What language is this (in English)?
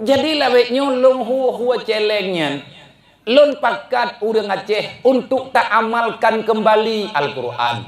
Achinese